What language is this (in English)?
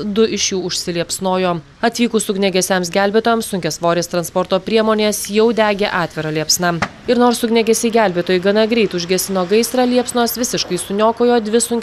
Lithuanian